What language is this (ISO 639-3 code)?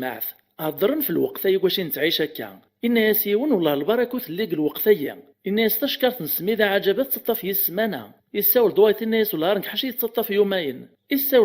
kab